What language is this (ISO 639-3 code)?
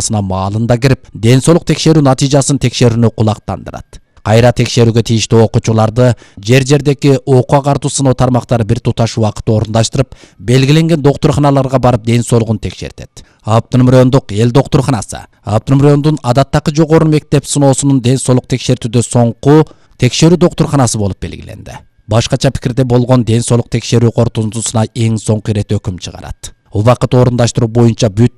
kir